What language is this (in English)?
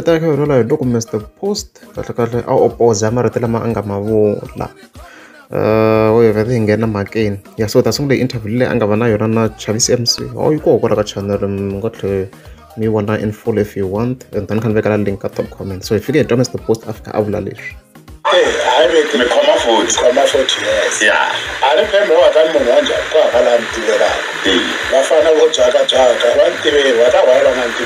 Tsonga